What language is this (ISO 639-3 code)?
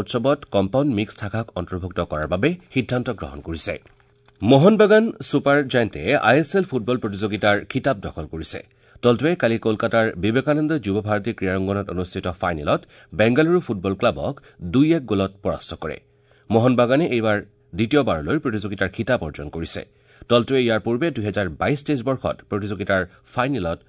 asm